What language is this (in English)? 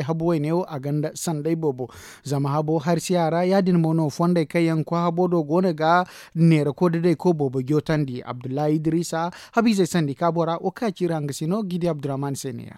Zarma